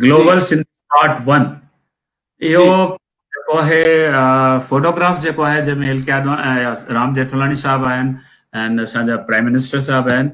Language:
Sindhi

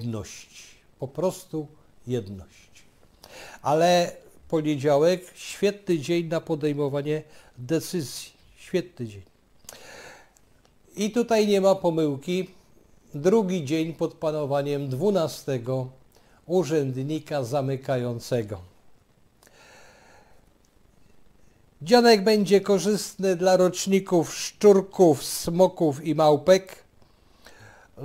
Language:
Polish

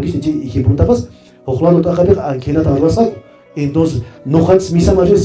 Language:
Quechua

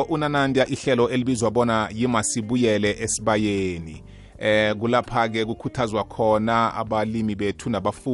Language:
South Ndebele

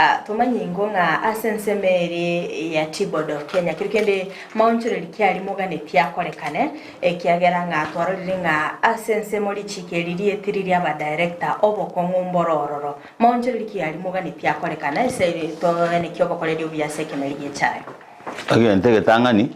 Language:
Gusii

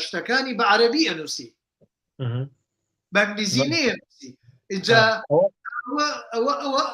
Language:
Central Kurdish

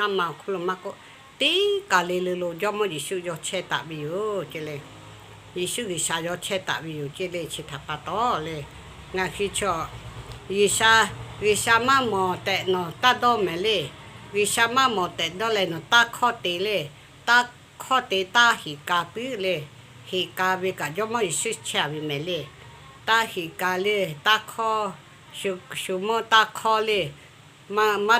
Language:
Lahu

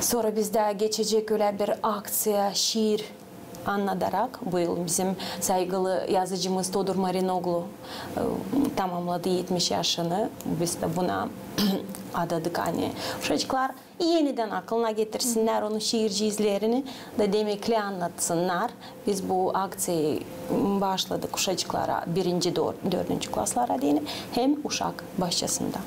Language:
Gagauz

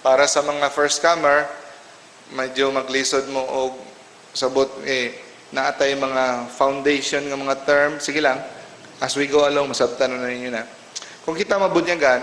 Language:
Cebuano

